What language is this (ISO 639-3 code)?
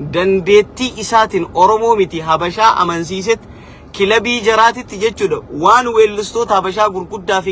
orm